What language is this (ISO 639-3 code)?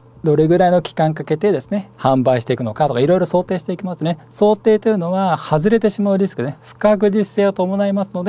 jpn